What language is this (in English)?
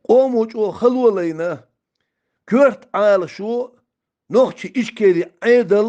Chechen